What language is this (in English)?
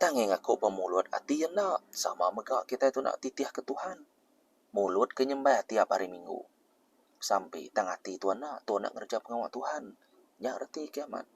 Iban